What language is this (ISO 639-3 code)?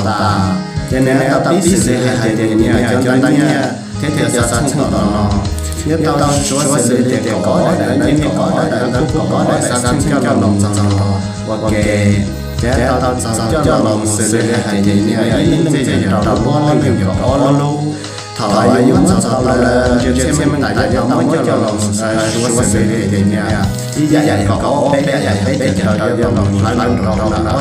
hmn